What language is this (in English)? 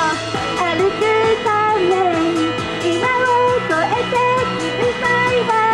Japanese